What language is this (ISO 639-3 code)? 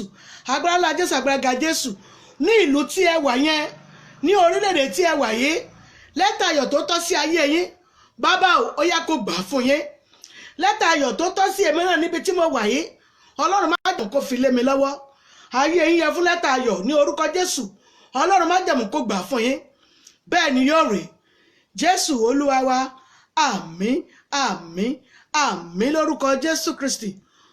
yor